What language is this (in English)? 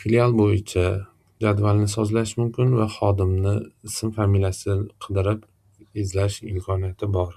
Uzbek